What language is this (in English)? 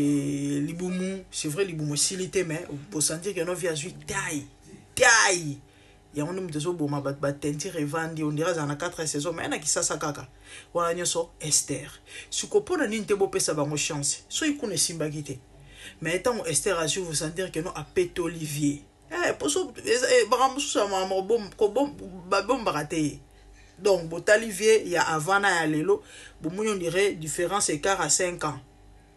Lingala